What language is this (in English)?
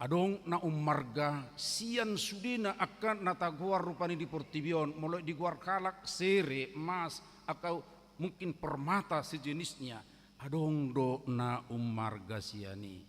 Batak Toba